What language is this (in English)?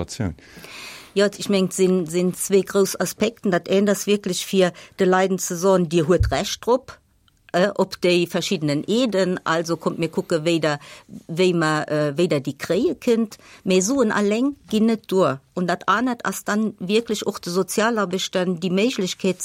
Luxembourgish